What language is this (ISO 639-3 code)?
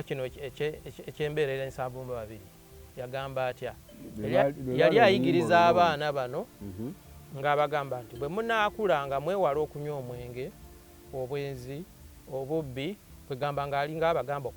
lug